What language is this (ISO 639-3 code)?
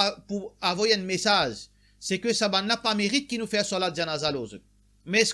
mfe